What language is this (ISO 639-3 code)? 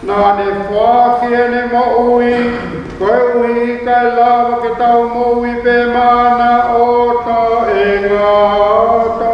ton